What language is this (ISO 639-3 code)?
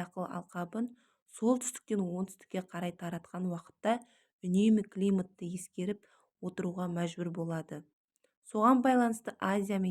kaz